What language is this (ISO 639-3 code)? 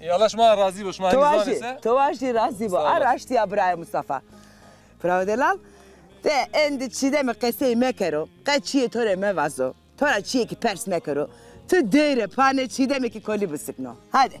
zza